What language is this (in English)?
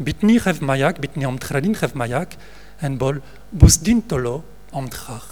Breton